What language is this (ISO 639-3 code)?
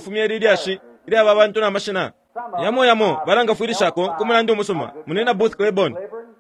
bem